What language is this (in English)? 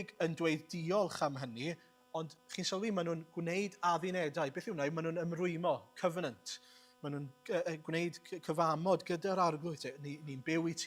Welsh